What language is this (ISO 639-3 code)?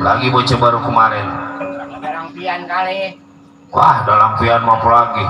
bew